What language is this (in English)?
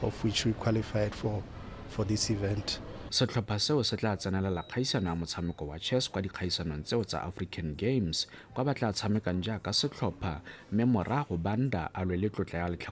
Tswana